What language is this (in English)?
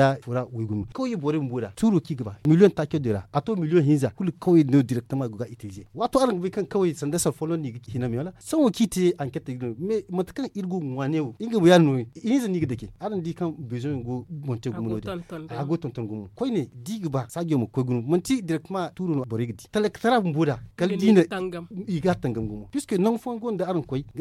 Zarma